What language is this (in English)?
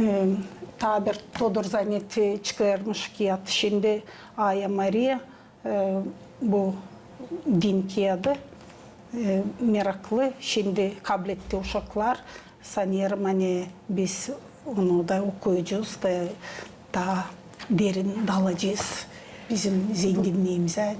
Gagauz